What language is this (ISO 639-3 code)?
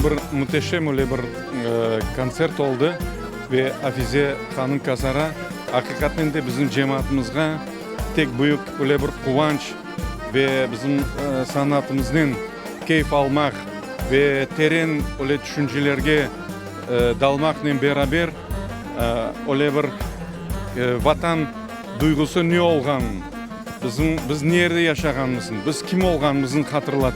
crh